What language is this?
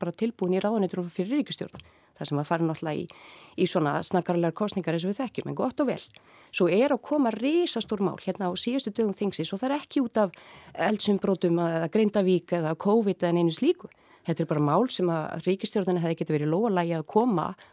Icelandic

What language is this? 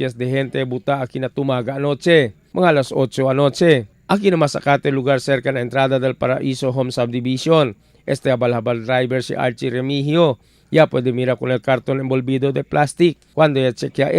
Chavacano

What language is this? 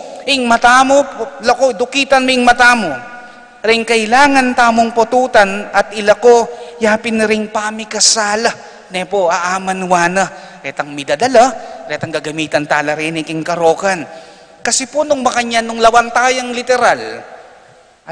Pampanga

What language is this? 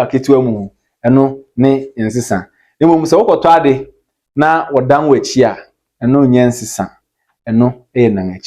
Akan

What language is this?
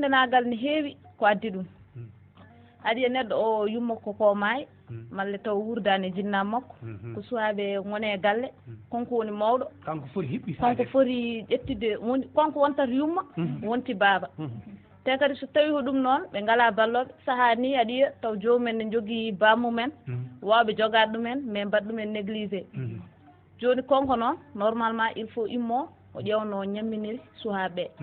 Fula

